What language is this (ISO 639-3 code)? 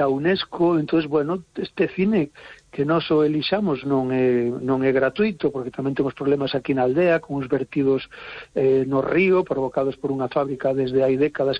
glg